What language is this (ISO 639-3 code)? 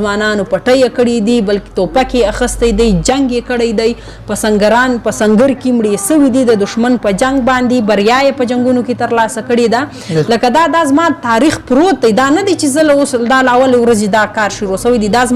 pus